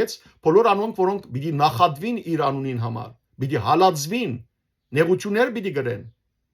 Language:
Western Armenian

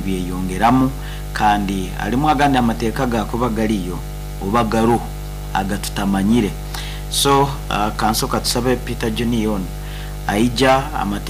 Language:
Nyoro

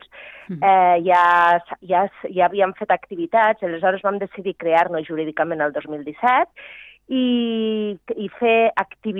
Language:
Catalan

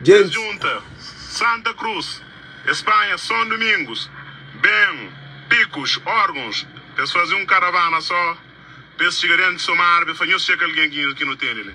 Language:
Kabuverdianu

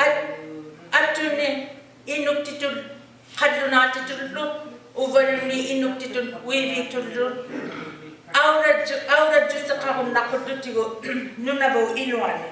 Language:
Inuktitut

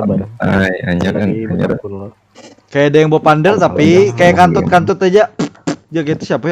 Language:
Banjar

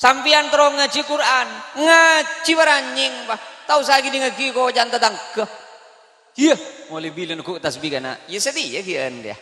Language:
Madurese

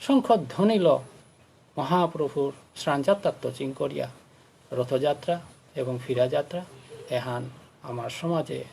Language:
Bishnupriya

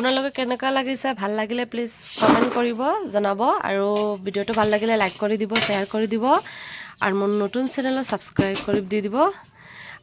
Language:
Assamese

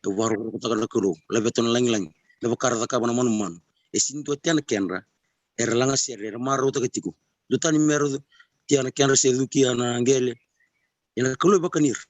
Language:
Fijian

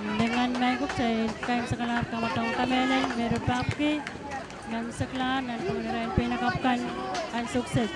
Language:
Pohnpeian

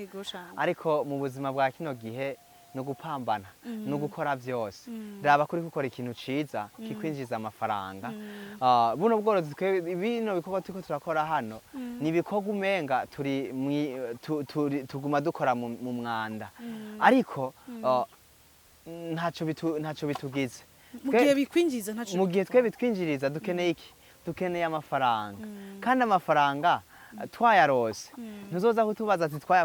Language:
Rundi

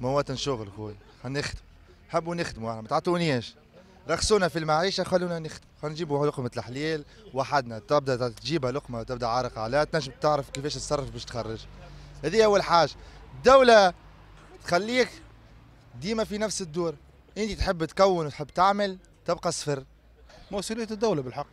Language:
Tunisian Arabic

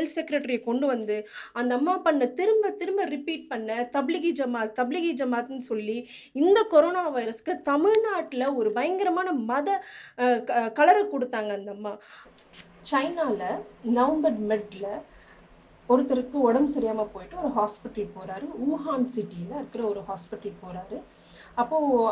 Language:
Tamil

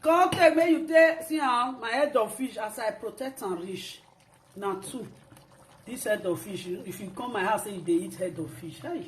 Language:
Nigerian Pidgin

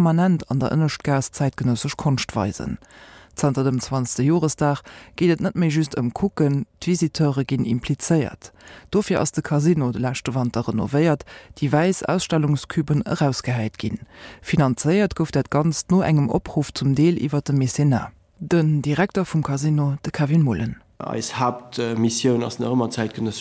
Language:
Luxembourgish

